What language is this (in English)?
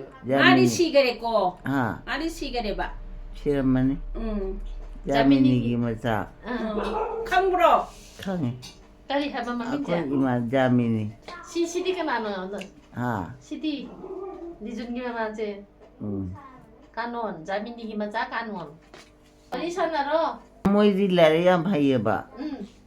Manipuri